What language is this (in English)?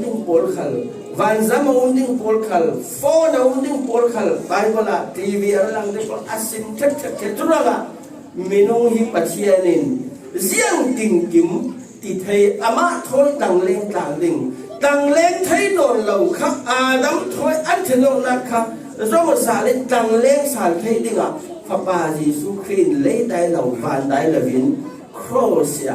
Falam Chin